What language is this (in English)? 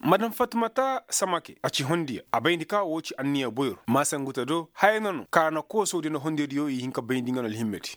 Koyraboro Senni